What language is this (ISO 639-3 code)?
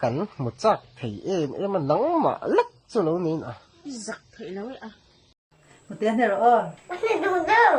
lus